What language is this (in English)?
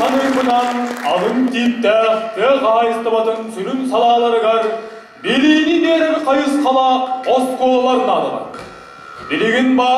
Kazakh